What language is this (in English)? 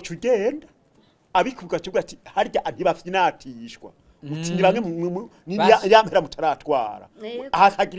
Rundi